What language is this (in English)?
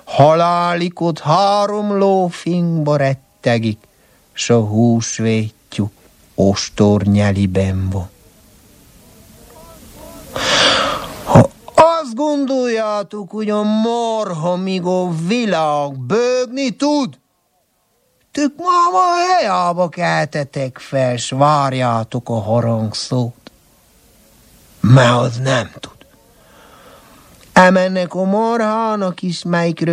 Hungarian